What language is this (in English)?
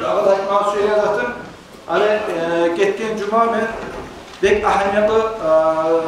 Kumyk